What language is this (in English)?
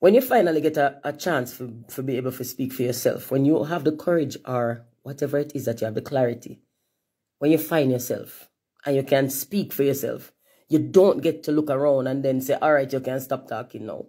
Jamaican Creole English